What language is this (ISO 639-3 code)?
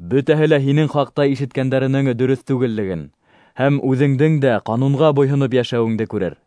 bak